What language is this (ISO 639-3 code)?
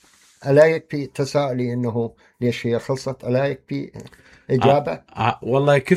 acm